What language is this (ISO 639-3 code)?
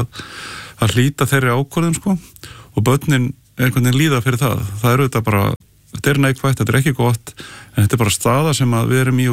isl